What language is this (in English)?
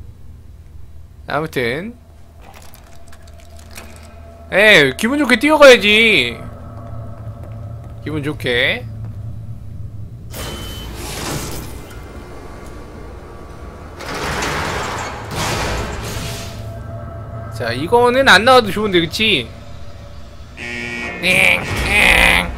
Korean